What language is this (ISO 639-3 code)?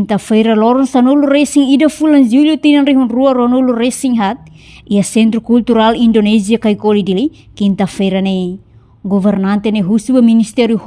tet